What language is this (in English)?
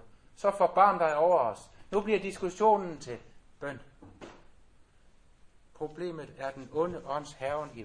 Danish